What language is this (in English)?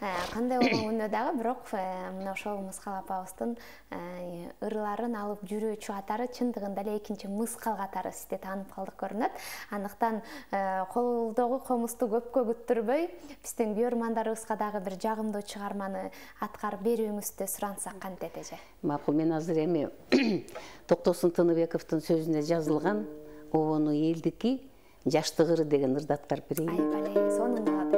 Kyrgyz